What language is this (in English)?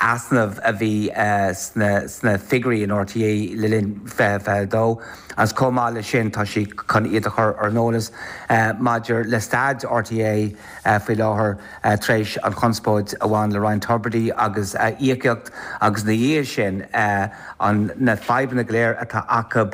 Irish